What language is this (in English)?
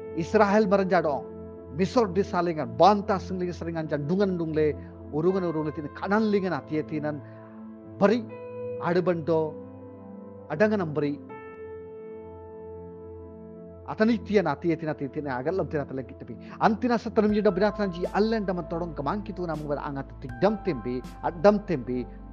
Sora